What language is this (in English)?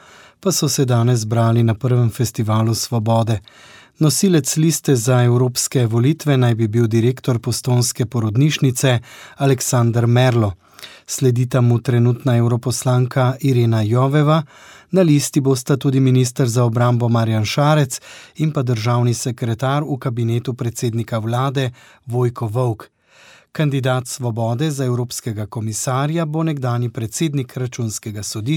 Slovenian